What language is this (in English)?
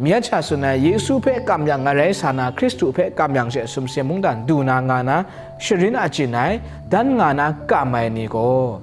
Kachin